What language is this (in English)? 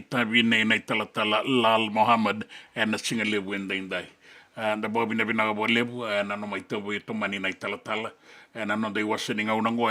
Fijian